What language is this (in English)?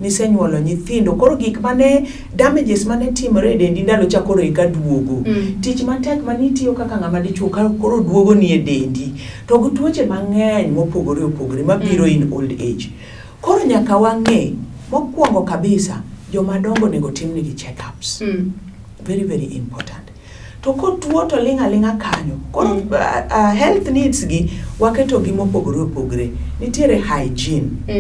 Luo (Kenya and Tanzania)